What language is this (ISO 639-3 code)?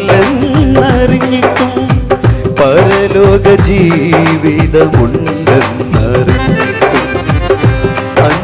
mal